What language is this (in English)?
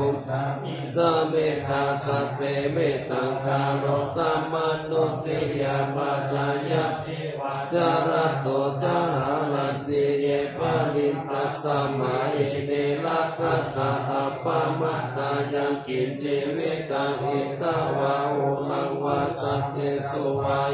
Pali